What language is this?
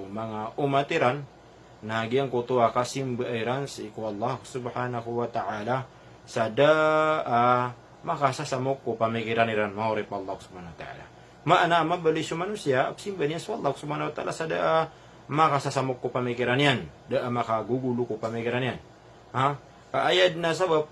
Maranao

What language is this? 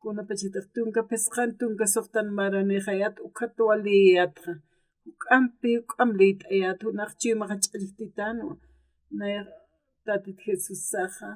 Aymara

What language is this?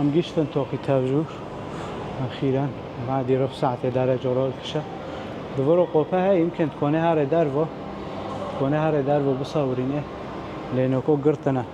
Kurdish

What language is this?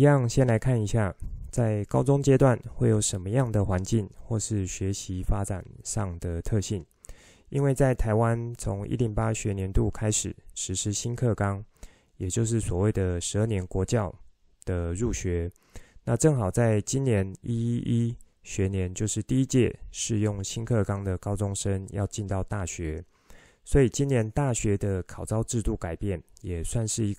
Chinese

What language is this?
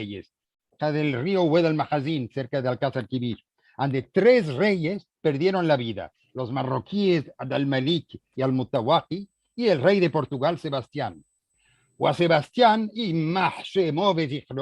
Ladino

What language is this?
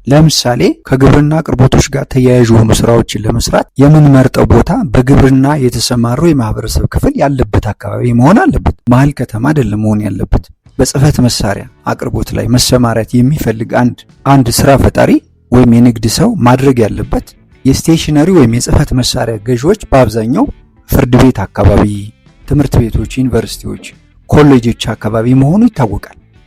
Amharic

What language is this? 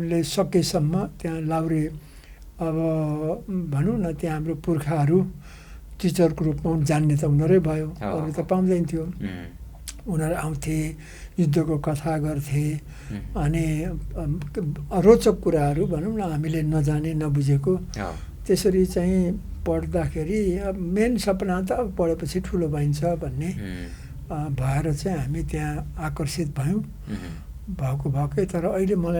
Nepali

